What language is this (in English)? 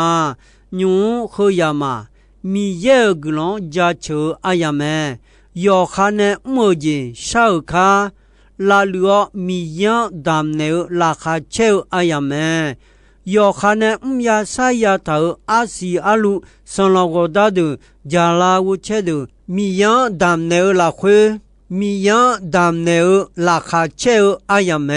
Akha